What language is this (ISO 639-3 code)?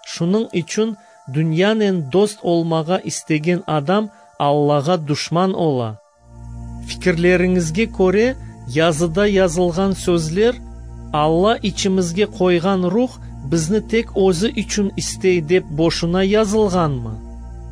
crh